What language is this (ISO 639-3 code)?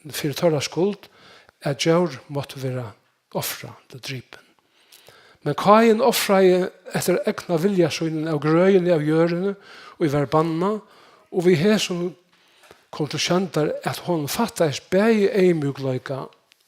fao